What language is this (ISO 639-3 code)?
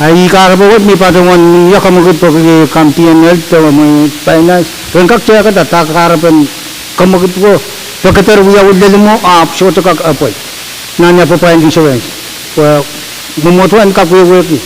pon